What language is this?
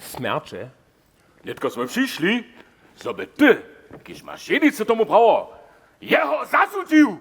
Upper Sorbian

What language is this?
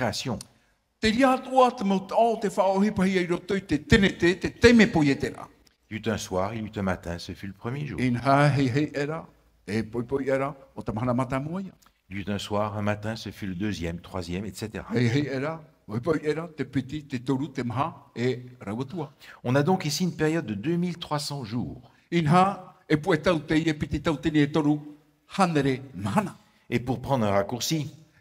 Tahitian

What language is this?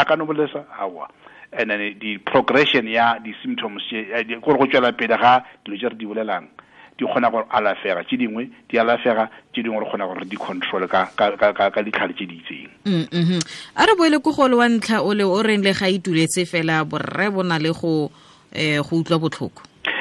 Northern Sotho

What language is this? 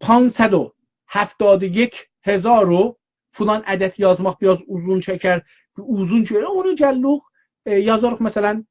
South Azerbaijani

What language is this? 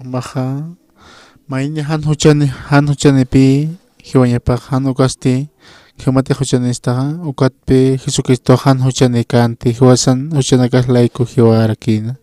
Aymara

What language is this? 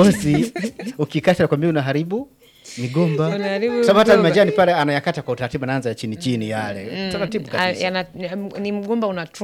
Swahili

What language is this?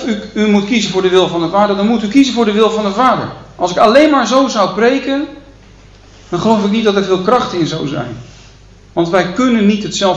Dutch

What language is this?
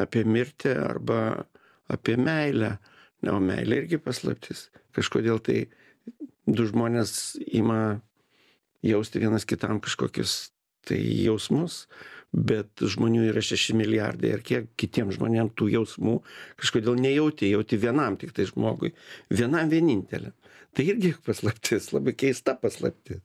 Lithuanian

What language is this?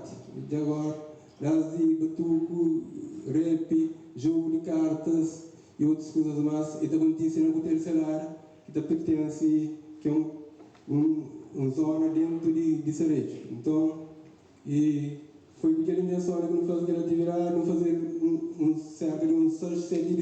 Kabuverdianu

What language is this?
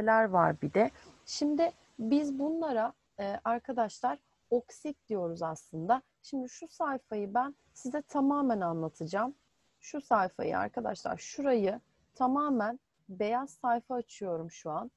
Turkish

